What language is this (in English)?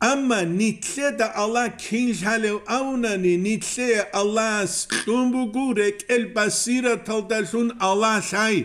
Avaric